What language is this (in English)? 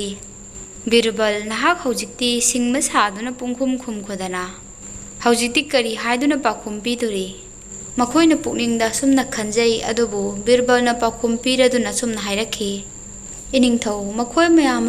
Manipuri